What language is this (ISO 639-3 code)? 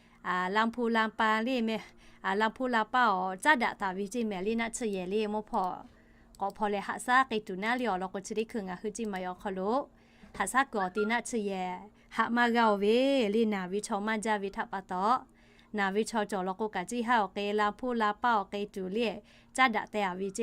lhu